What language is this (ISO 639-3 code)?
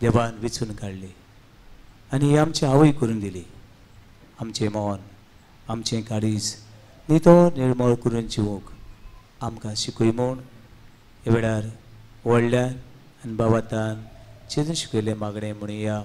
kok